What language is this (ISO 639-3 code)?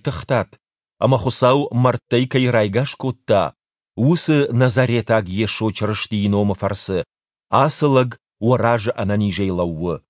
oss